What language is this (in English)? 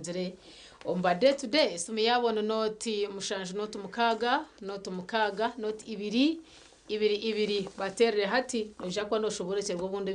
Nyankole